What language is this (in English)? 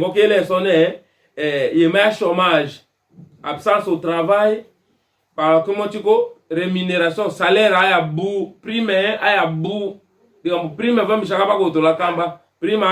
Tetela